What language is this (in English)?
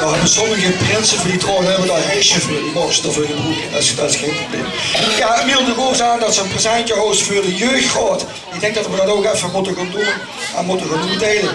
Limburgish